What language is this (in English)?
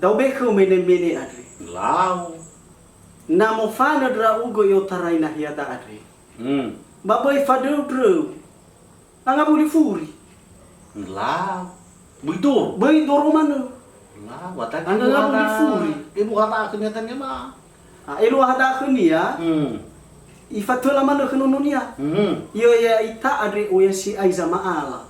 Nias